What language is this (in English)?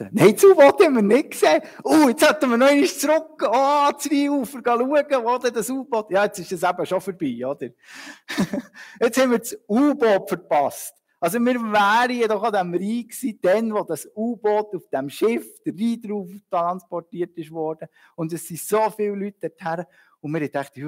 Swiss German